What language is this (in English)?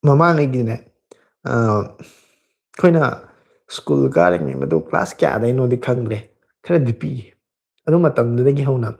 Manipuri